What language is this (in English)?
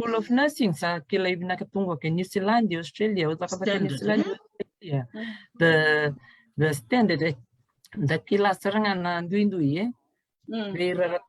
Fijian